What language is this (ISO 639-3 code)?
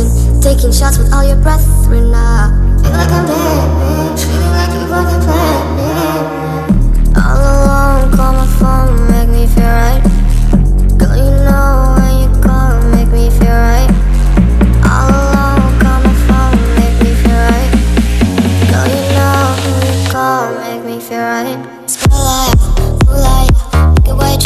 eng